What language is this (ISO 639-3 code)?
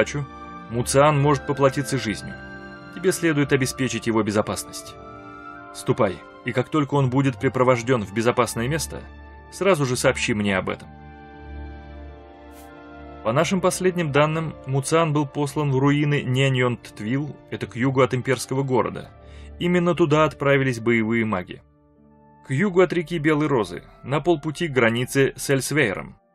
rus